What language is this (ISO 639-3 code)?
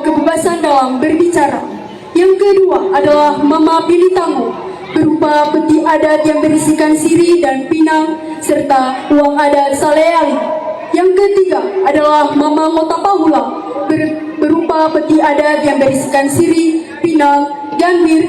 gor